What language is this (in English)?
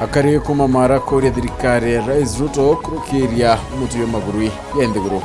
Meru